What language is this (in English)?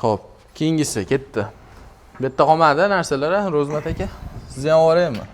Uzbek